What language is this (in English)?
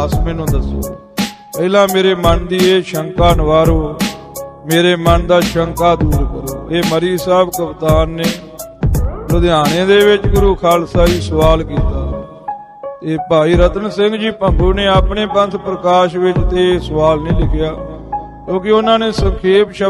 Punjabi